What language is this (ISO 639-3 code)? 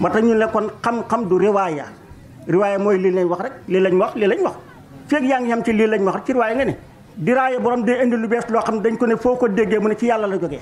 wol